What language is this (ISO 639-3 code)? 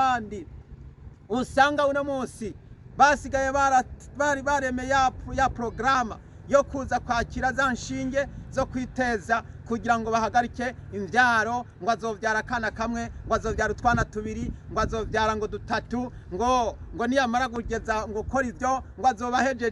run